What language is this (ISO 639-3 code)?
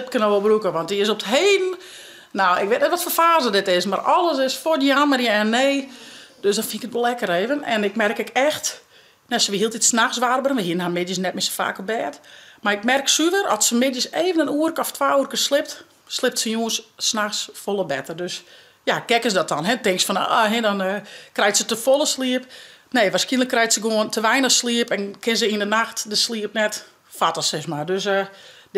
fry